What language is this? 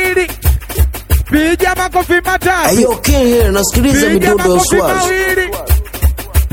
Swahili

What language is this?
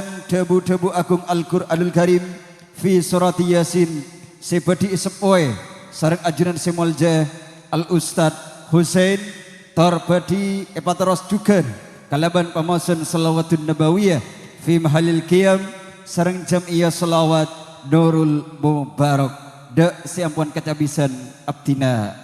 Madurese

